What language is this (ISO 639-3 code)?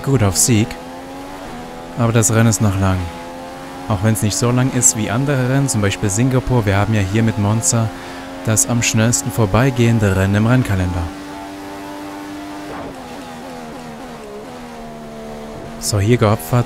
deu